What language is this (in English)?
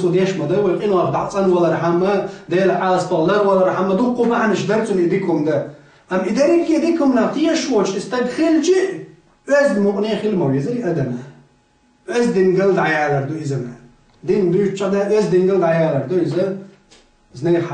Chechen